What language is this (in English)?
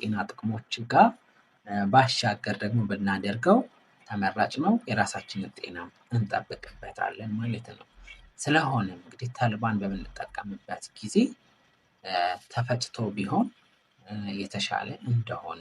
Amharic